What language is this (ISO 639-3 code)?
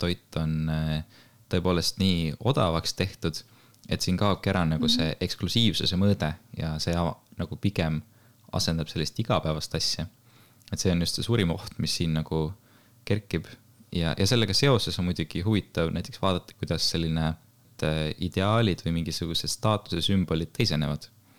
est